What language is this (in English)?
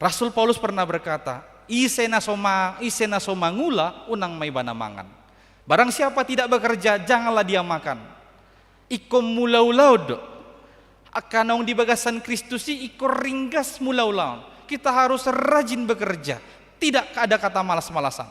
Batak Toba